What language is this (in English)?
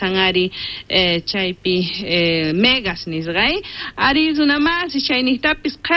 South Bolivian Quechua